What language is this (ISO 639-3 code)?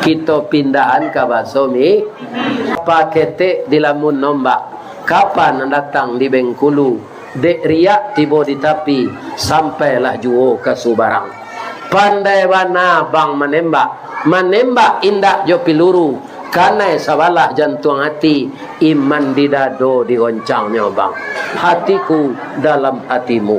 min